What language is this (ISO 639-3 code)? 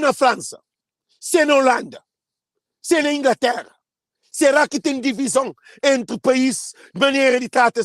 kea